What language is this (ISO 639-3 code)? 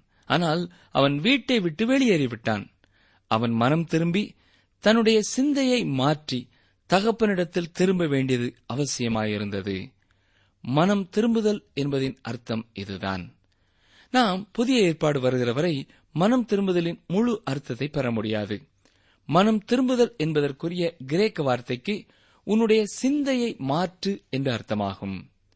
tam